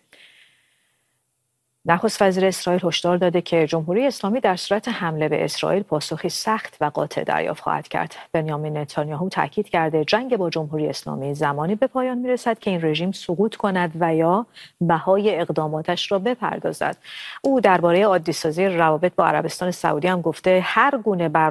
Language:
Persian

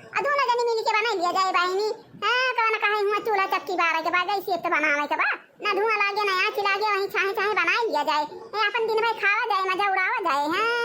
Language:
Awadhi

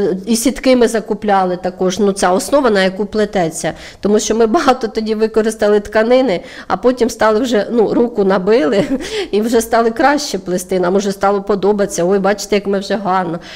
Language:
Ukrainian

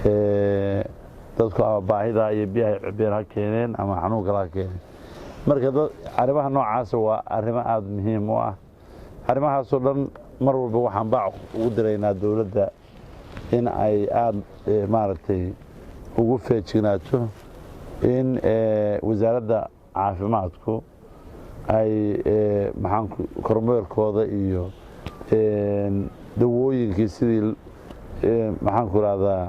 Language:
Somali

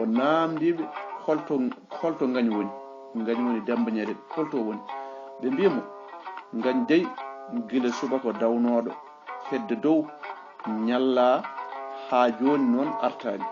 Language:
Fula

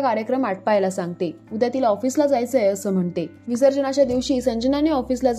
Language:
Marathi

